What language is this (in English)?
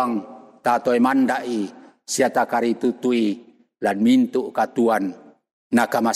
Toraja-Sa'dan